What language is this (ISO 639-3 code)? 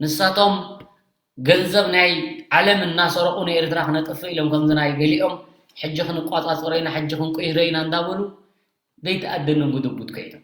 tir